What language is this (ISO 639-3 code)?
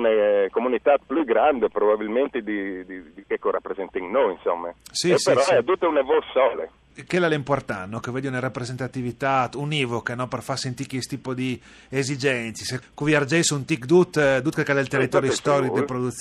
fur